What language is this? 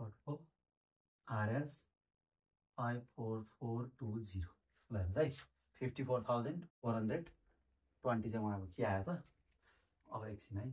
Nepali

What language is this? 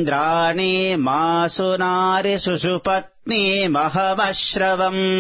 Sanskrit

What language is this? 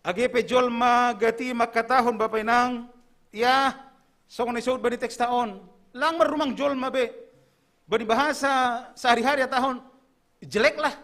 Batak Simalungun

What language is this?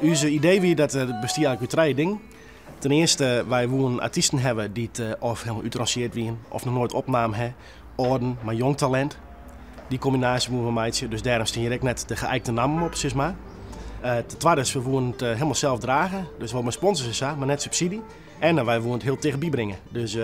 Western Frisian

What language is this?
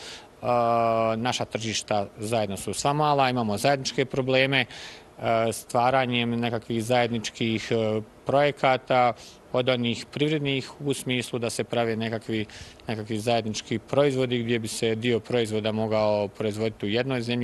Bosnian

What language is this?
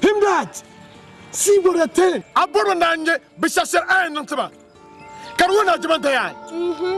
Dagbani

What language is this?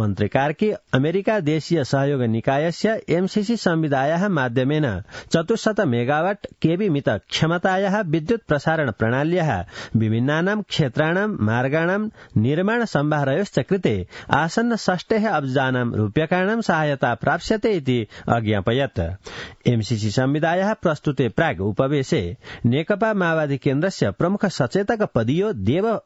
Sanskrit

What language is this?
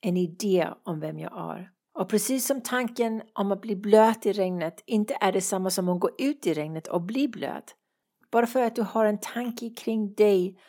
Swedish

